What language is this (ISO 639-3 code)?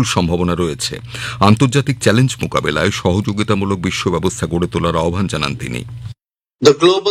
ben